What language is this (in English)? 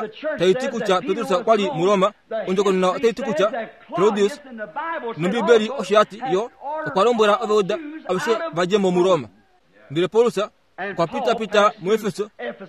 Kuanyama